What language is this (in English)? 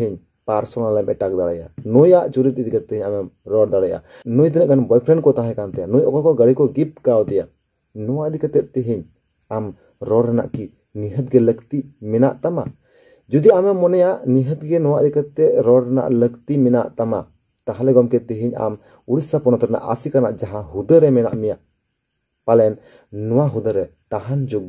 Santali